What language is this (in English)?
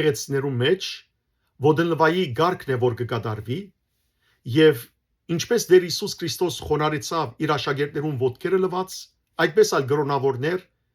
Western Armenian